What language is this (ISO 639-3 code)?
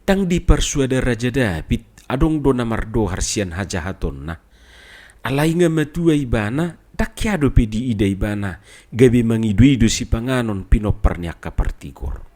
bbc